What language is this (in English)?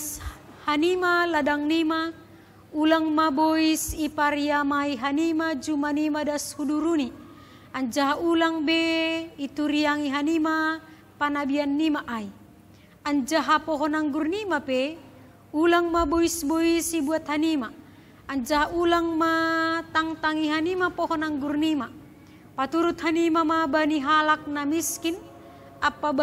Batak Simalungun